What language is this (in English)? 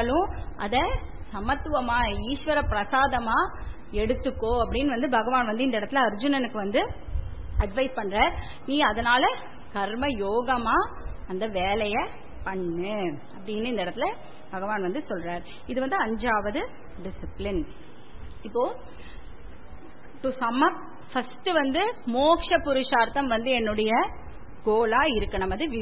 Tamil